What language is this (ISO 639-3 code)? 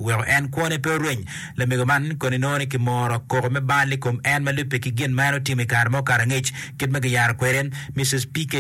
ach